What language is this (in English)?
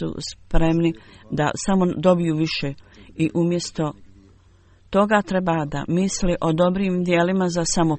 Bosnian